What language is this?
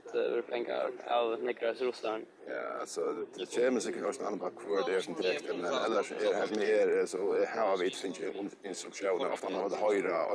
Faroese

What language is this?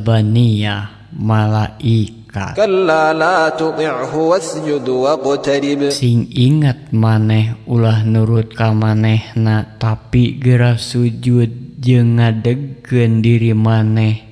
Sundanese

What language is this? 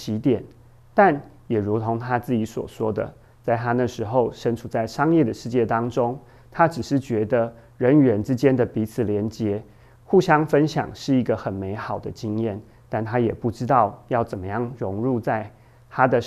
Chinese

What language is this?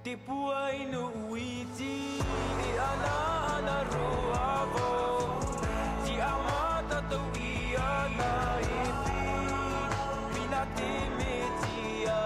Tahitian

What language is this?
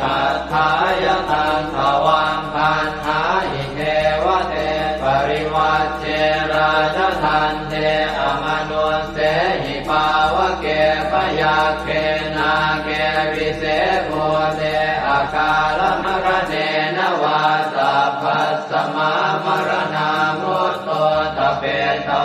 Pali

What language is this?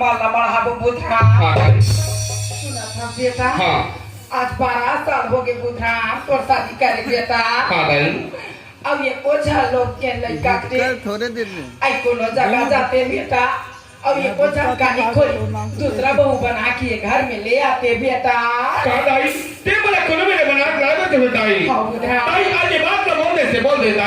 Chhattisgarhi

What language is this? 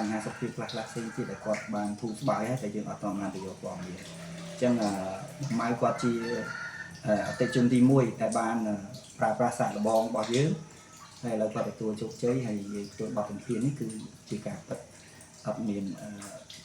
Khmer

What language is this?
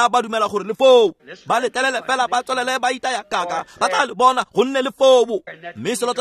Tswana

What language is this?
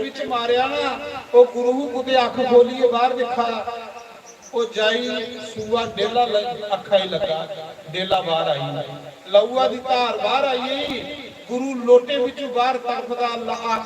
Dogri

